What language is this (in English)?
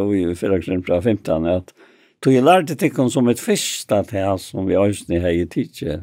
Faroese